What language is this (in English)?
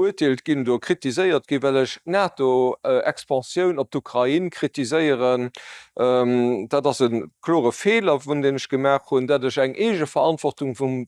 Luxembourgish